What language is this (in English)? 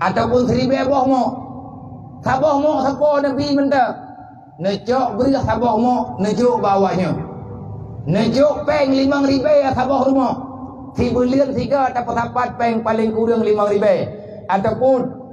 Achinese